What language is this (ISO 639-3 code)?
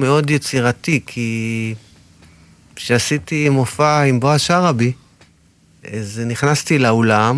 heb